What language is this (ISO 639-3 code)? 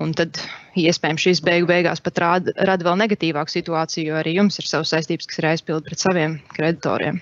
lav